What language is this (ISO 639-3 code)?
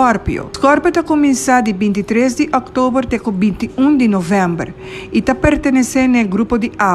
pap